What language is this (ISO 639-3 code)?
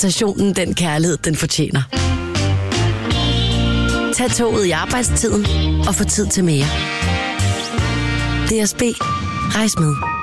dan